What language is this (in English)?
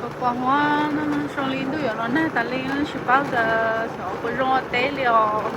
Hmong